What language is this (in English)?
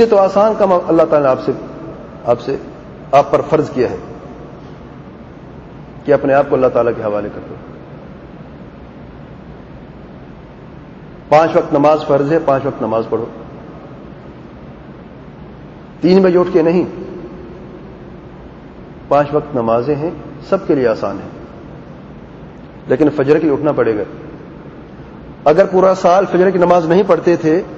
Urdu